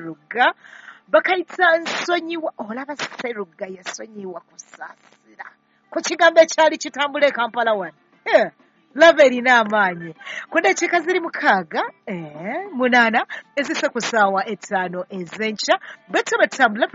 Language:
Ganda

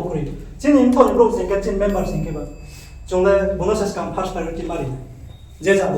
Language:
Riang (India)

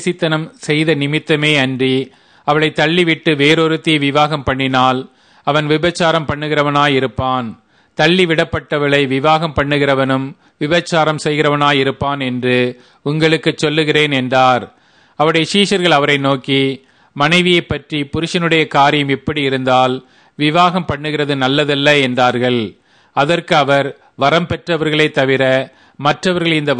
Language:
Tamil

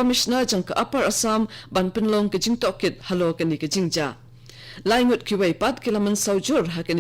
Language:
Khasi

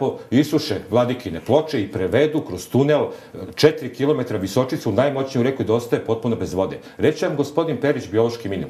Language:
Serbian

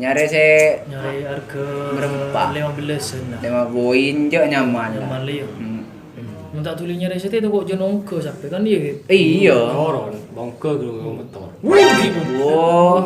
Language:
Madurese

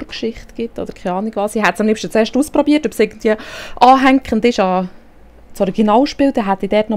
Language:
Swiss German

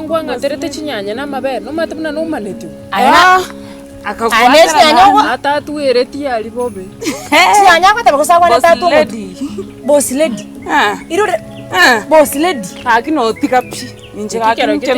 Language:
Gusii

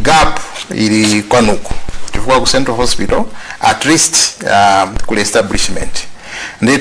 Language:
Nyanja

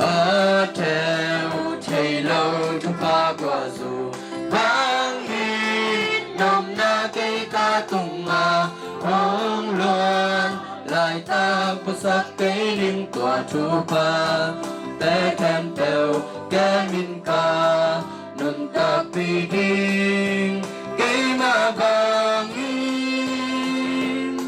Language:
Tedim Chin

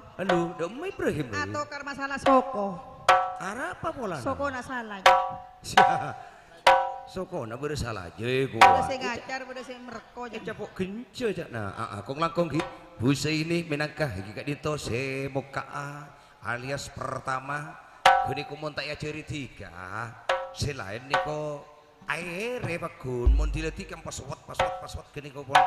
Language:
Madurese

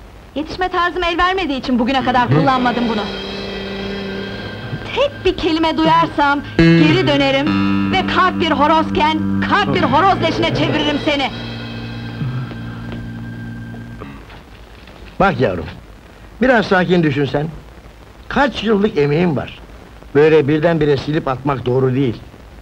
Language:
Turkish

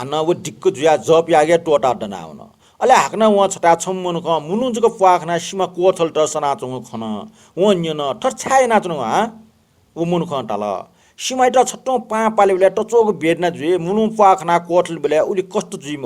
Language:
Newari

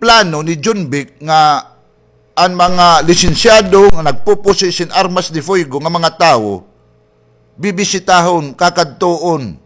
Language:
Waray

